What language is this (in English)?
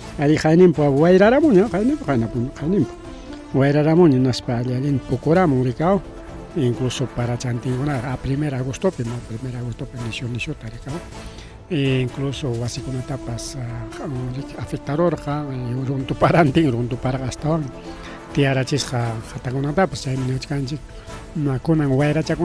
Ayacucho Quechua